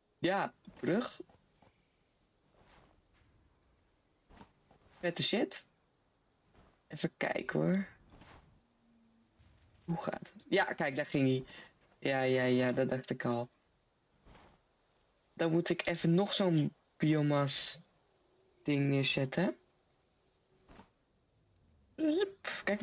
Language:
Dutch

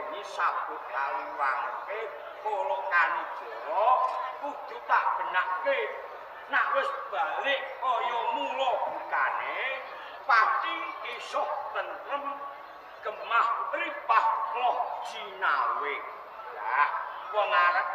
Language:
Javanese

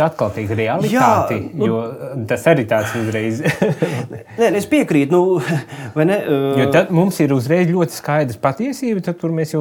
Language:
Latvian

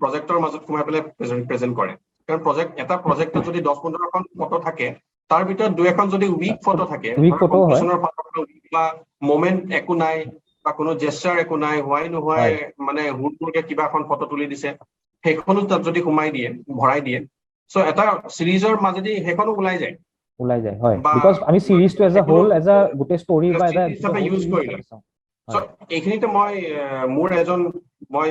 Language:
Assamese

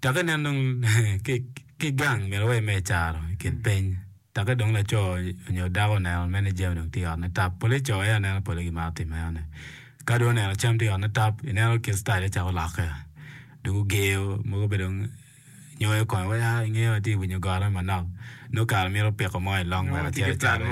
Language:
Acoli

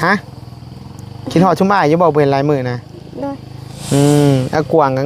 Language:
Northeastern Thai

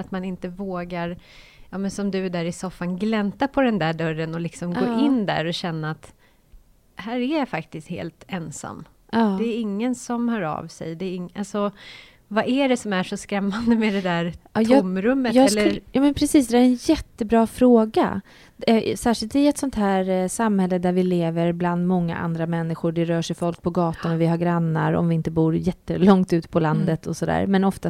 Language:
Swedish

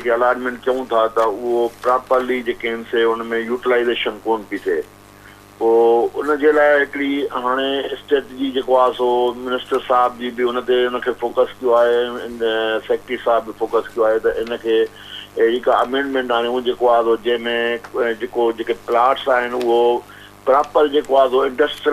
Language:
Sindhi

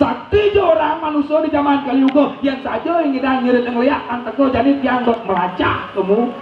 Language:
Balinese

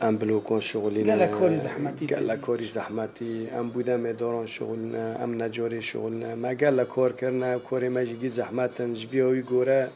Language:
Kurdish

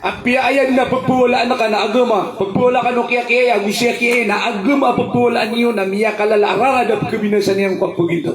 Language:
Maranao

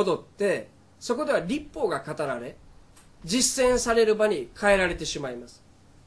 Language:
Japanese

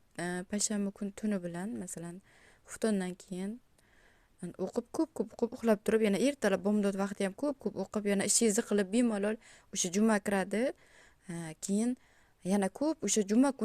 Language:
Uzbek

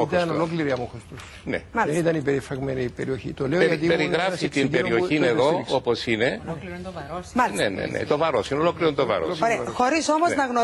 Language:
Greek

